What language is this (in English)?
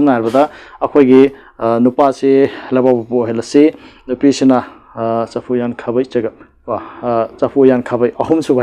Manipuri